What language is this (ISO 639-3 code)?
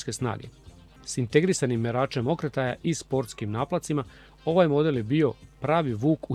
srp